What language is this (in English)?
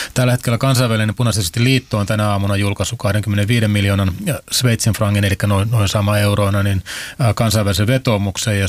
Finnish